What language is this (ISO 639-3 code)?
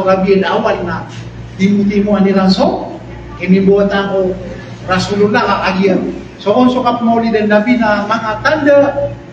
mrw